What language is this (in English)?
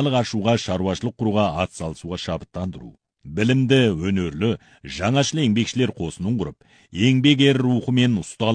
Kazakh